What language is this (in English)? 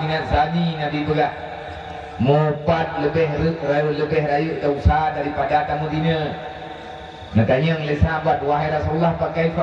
Achinese